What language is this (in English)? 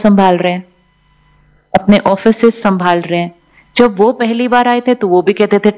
Hindi